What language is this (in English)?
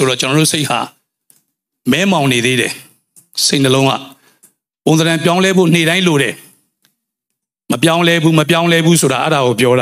Burmese